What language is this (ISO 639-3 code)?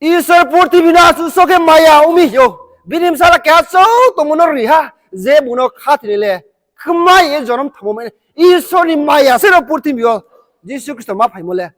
ria